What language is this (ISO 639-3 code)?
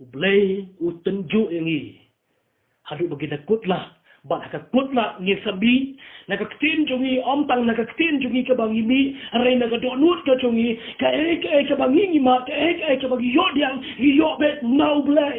kha